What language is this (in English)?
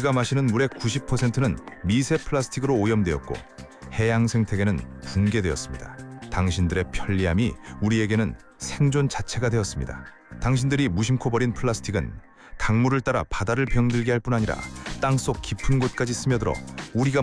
Korean